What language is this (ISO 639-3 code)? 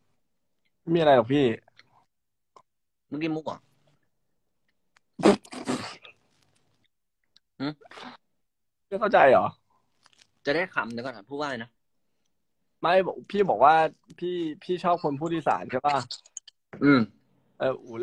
tha